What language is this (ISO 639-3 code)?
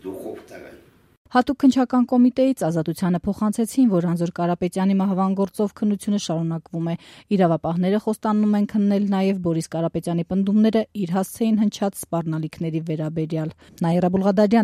hye